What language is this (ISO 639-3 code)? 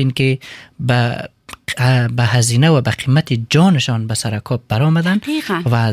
fas